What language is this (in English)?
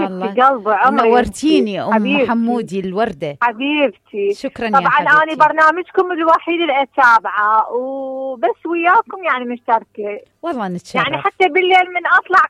Mesopotamian Arabic